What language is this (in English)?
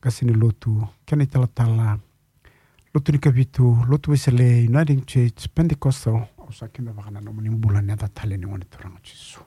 Fijian